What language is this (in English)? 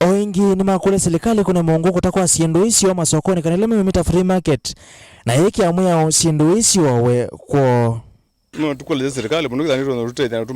Kamba